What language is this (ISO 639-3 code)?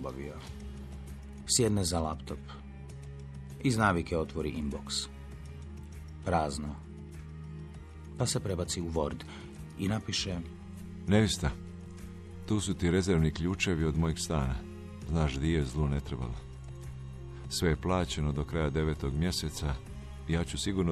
hrv